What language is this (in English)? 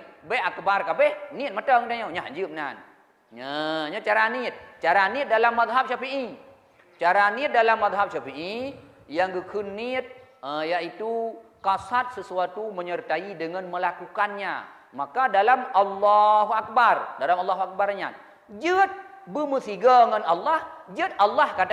Achinese